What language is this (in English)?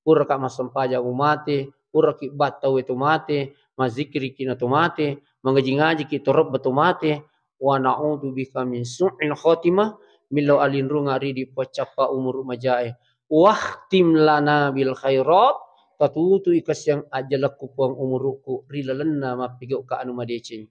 Buginese